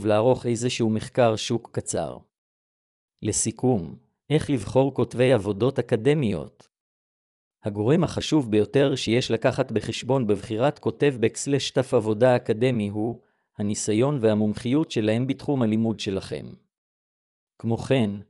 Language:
Hebrew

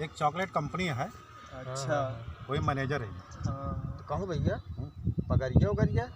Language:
Awadhi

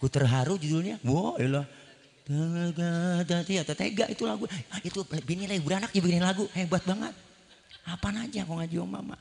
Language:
Betawi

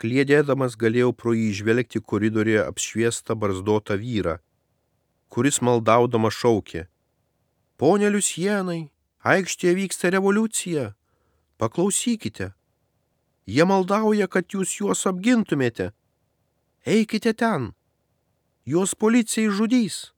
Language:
Lithuanian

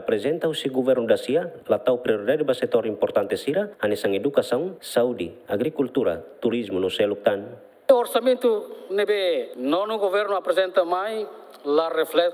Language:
Tetum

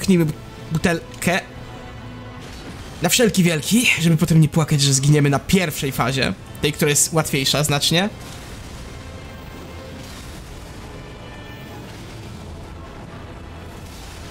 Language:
Polish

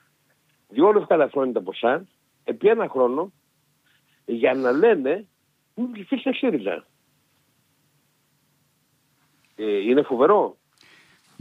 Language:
Greek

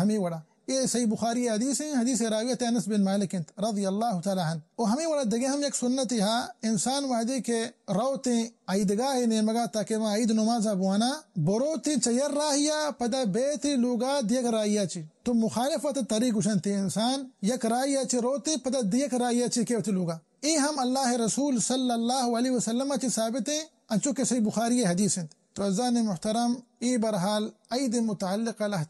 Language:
Baluchi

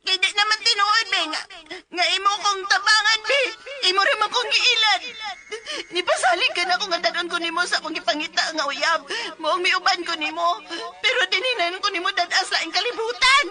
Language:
Cebuano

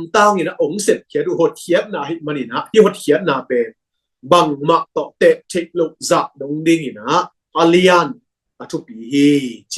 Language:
Tedim Chin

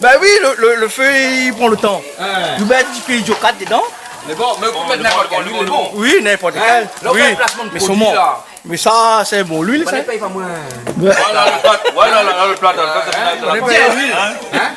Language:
Réunion Creole French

